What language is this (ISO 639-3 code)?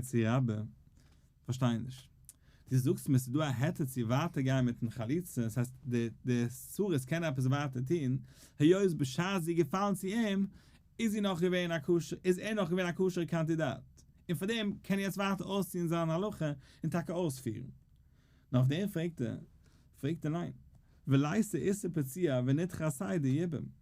yid